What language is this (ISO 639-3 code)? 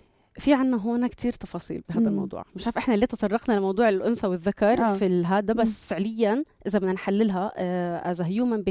apc